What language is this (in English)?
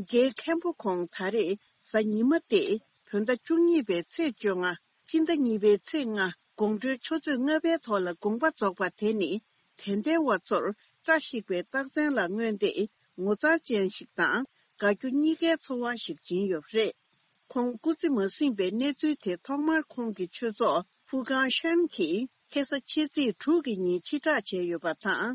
Tibetan